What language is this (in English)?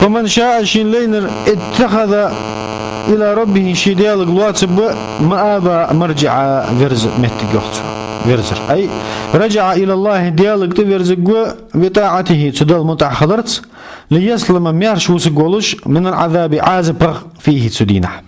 Ingush